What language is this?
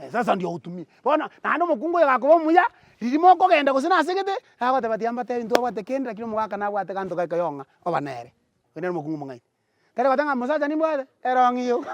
Gusii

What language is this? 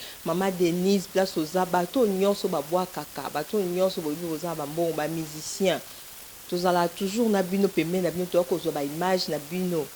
Lingala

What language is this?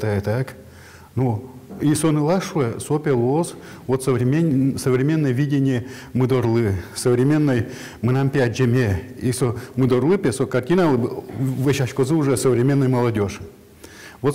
Udmurt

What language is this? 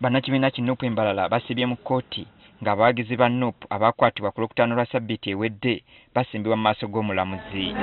Ganda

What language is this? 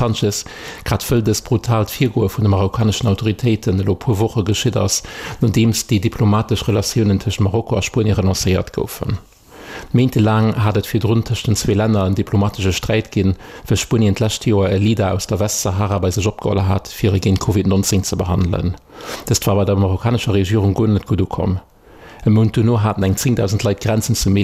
Luxembourgish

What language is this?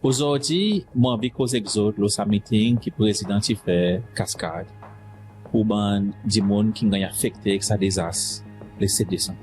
Seselwa Creole French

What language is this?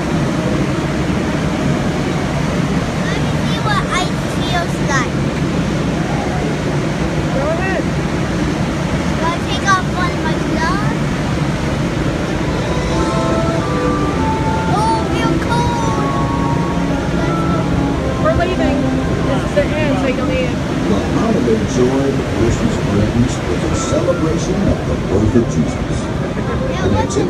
English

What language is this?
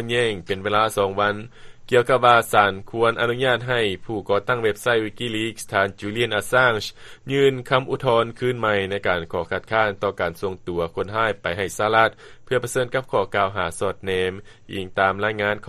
Lao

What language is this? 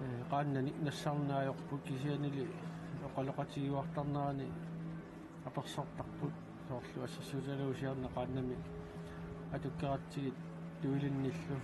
Kalaallisut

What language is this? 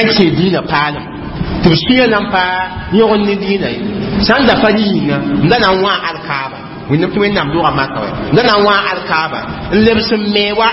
Mossi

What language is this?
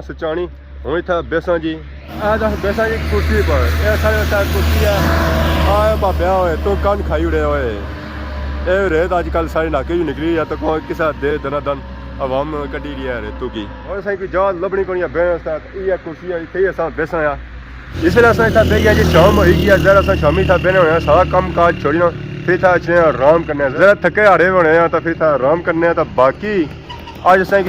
Pahari-Potwari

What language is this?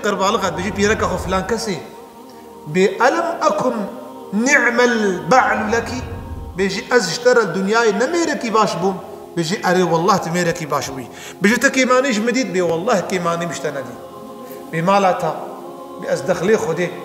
Kurdish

